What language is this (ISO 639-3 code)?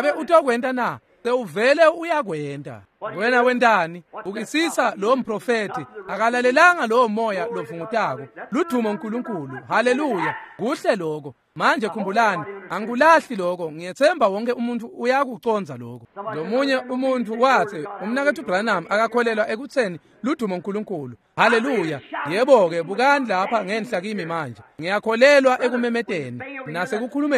ssw